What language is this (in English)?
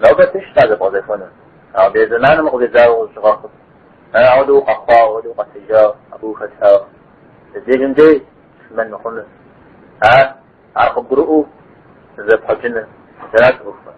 Kabardian